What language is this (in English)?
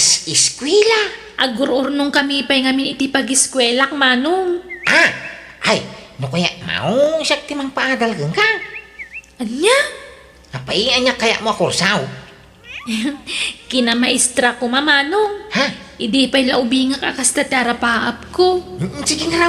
Iloko